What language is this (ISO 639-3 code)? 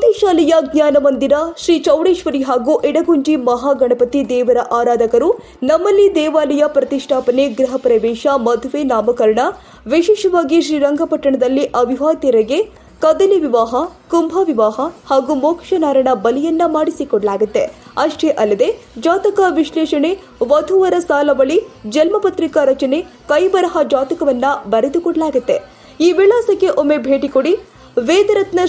kan